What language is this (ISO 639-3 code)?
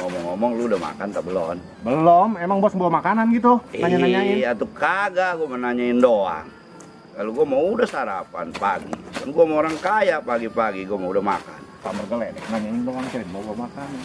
bew